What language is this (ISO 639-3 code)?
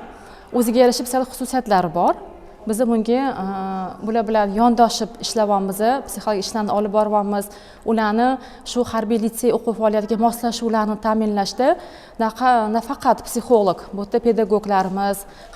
uzb